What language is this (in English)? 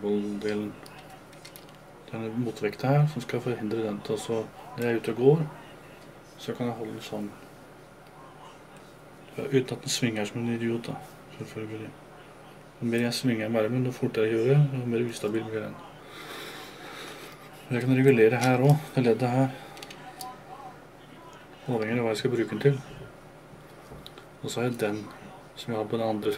Norwegian